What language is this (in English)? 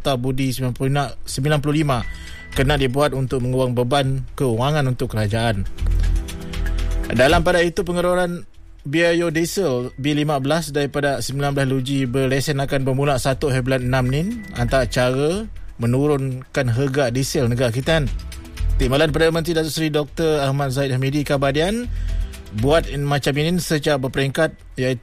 Malay